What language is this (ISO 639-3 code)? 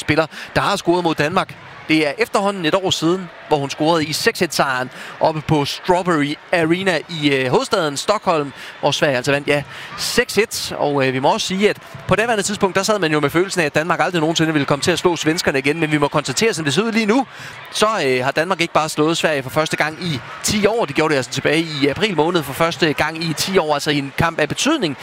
dan